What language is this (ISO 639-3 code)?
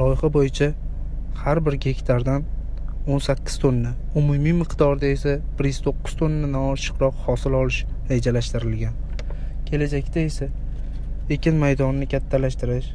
uzb